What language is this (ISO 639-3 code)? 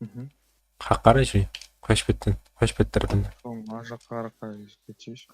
kaa